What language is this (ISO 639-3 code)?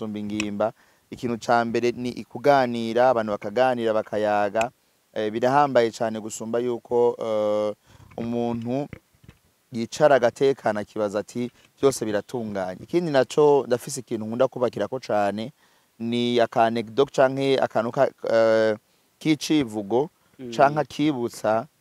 run